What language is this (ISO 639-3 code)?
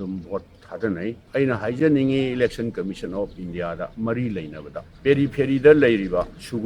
mni